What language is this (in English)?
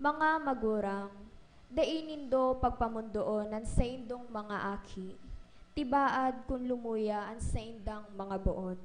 Bikol